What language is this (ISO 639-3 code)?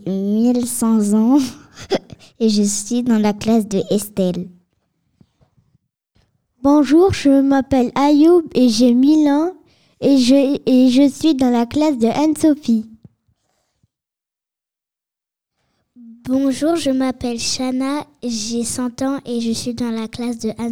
fra